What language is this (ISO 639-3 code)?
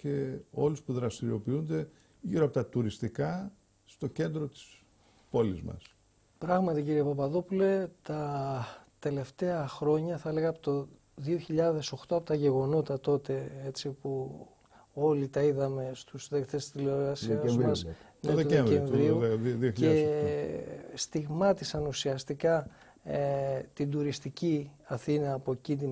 ell